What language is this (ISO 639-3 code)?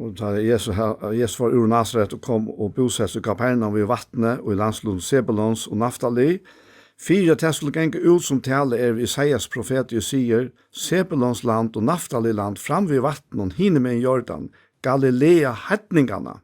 fao